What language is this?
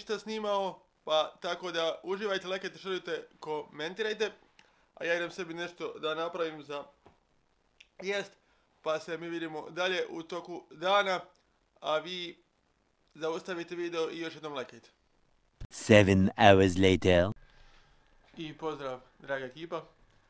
Croatian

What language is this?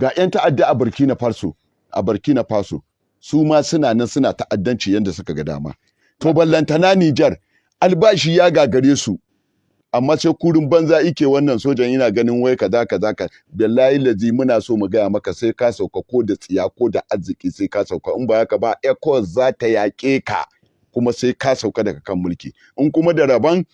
Hausa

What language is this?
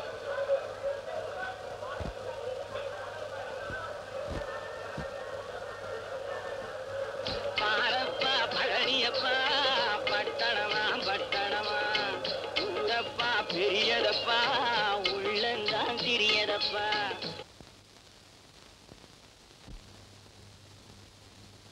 Tamil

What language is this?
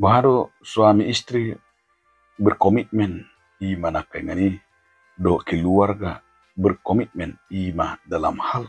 Batak Toba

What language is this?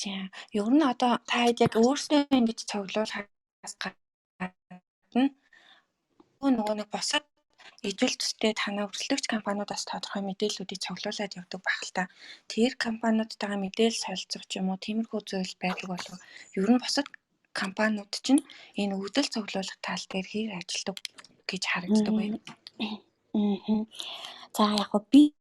Mongolian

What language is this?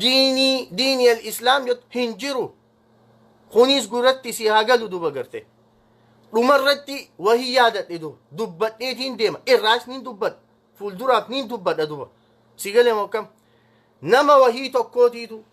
Oromo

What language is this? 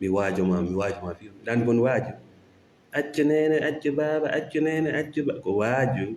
Fula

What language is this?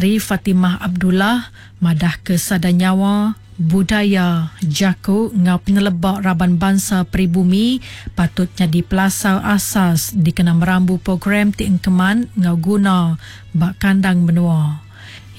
Iban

